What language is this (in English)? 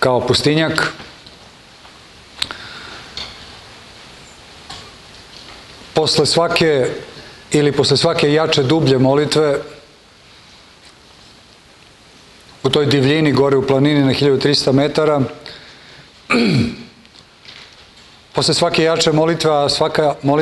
Serbian